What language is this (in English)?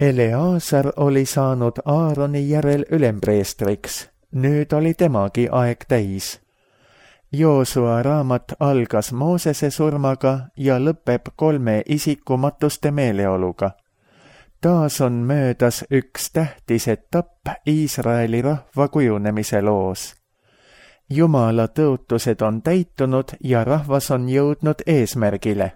Estonian